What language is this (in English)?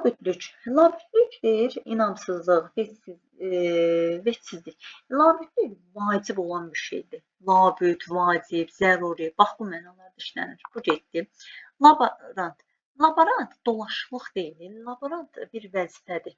Azerbaijani